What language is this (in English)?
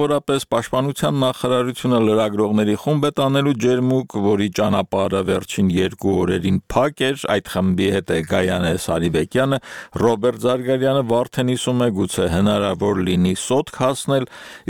Armenian